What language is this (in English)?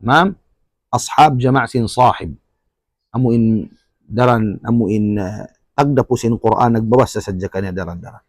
Tausug